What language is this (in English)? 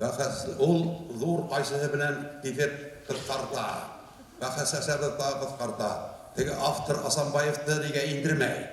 Bashkir